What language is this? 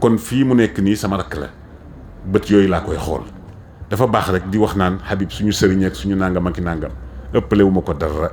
Wolof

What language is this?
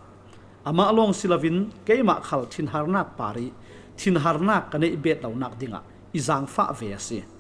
Falam Chin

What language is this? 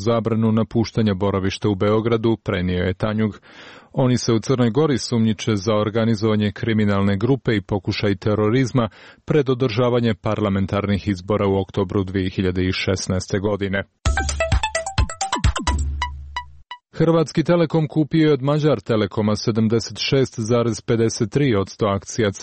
Serbian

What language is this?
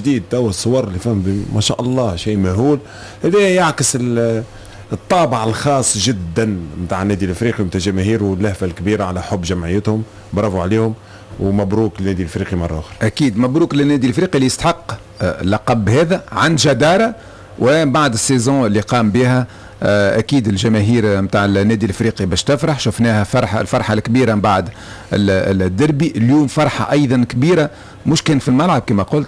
Tunisian Arabic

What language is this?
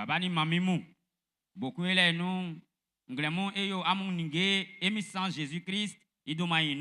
Baoulé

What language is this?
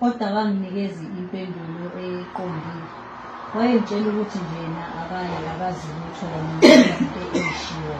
Zulu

